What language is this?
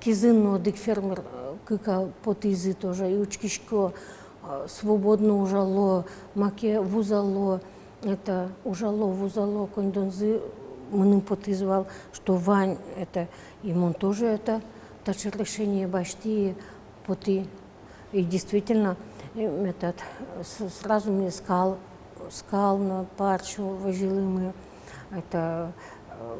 Udmurt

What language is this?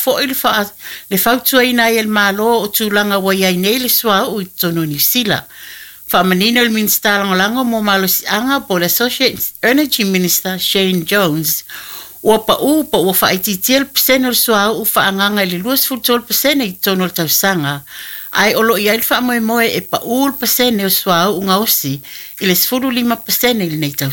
Samoan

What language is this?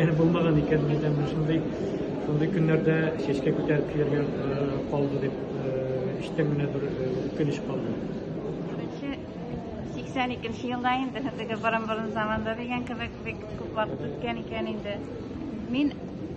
Tatar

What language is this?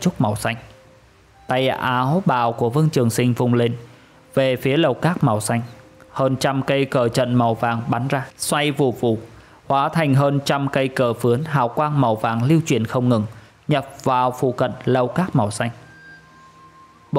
Vietnamese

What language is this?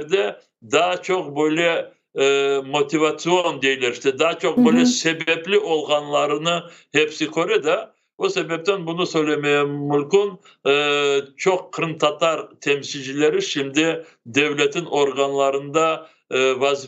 Crimean Tatar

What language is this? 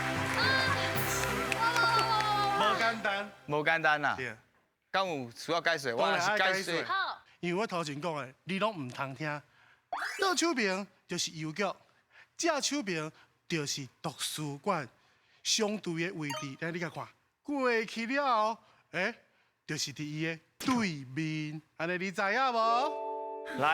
Min Nan Chinese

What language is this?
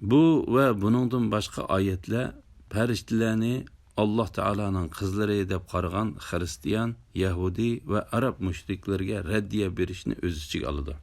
Uyghur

